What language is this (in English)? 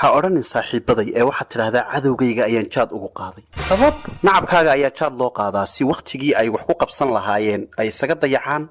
Somali